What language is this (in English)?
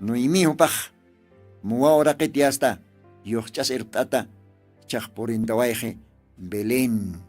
Aymara